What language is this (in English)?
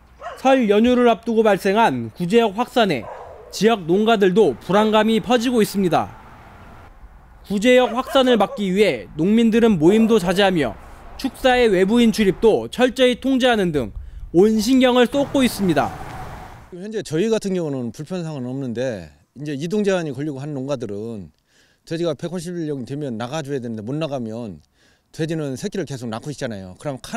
Korean